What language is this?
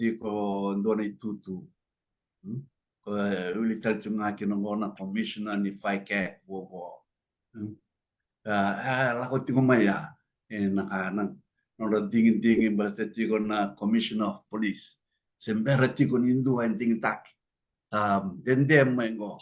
Fijian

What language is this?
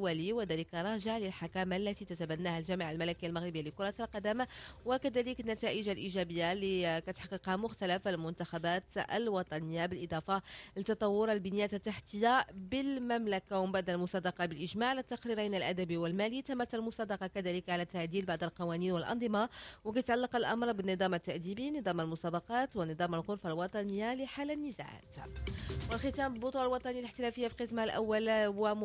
Moroccan Arabic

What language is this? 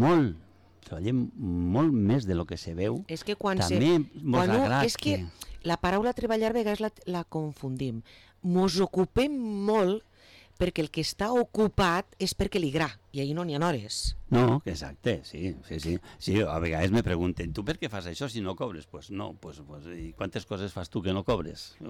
Catalan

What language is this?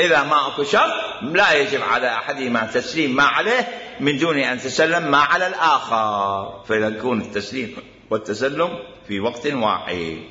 Mesopotamian Arabic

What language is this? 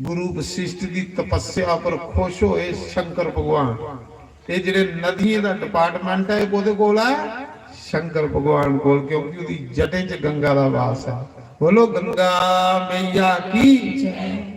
Dogri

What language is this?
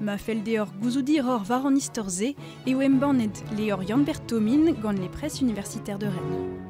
Breton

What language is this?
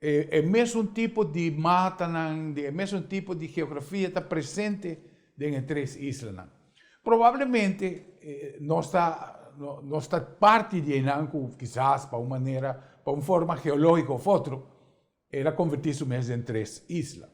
Papiamento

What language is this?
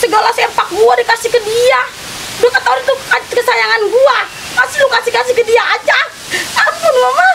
Betawi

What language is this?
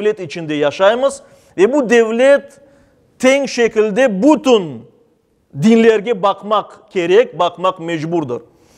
Crimean Tatar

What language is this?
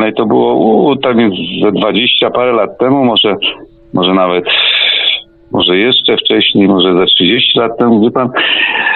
Polish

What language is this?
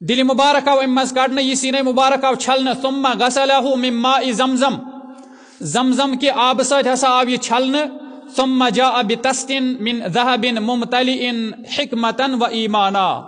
Kashmiri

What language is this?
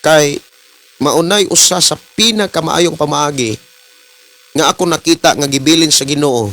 Cebuano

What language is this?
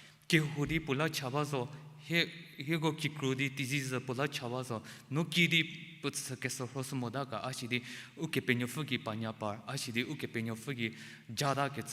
Angami Naga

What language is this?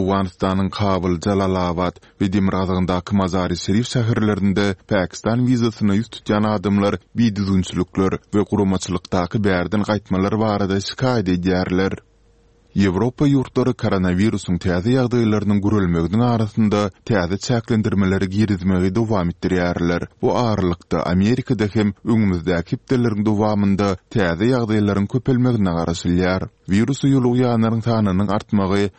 Turkmen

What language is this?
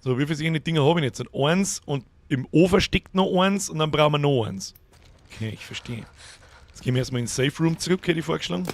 Bavarian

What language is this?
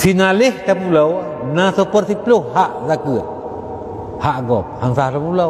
Achinese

